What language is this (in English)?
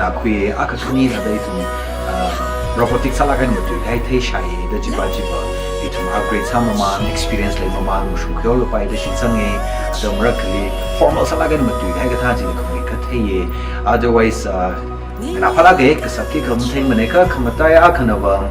Tangkhul Naga (India)